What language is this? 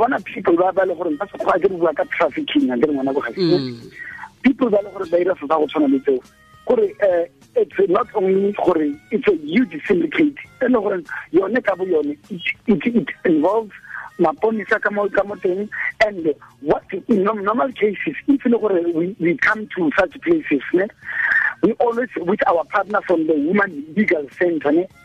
Tswana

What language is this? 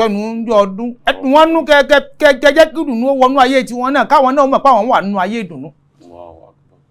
Yoruba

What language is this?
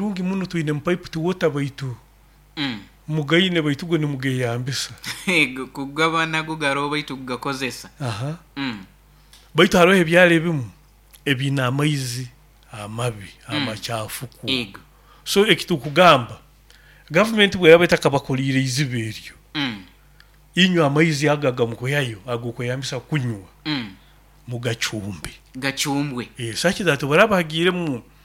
Nyoro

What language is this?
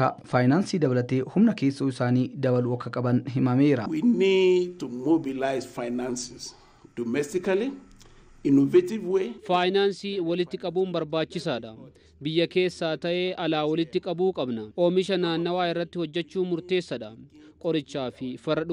Oromo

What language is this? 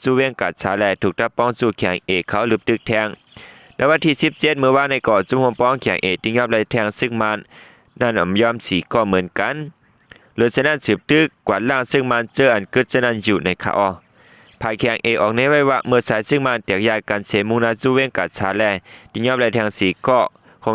Shan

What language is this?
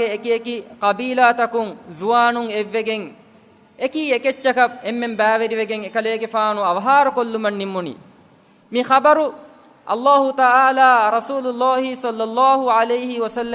Divehi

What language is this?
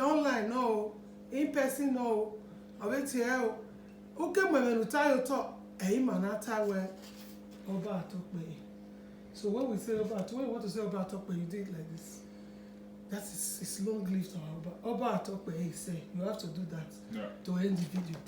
Bini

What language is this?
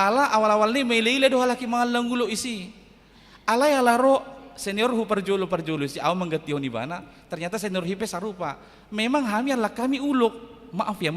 Batak Toba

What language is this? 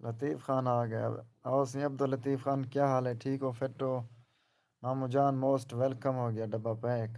Saraiki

